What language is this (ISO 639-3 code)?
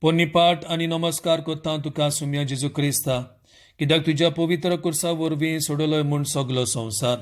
kok